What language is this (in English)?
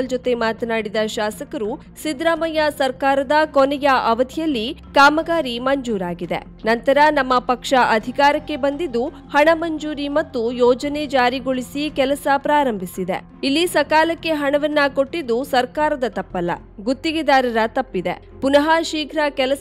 Kannada